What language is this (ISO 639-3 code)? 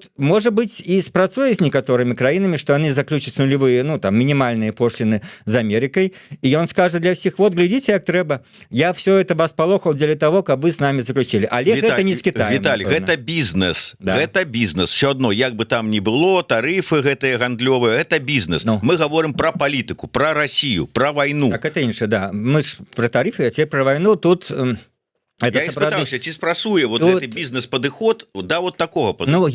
bel